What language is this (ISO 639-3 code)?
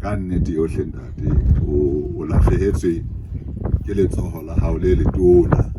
sot